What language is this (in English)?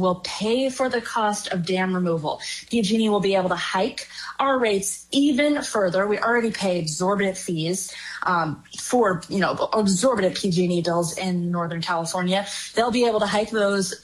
English